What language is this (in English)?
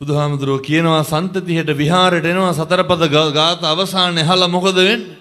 Sinhala